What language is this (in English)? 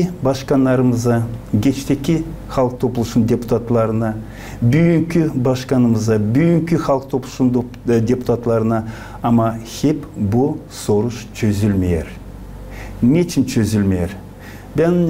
Gagauz